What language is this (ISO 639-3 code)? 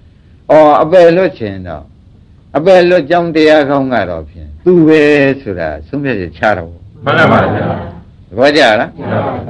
mya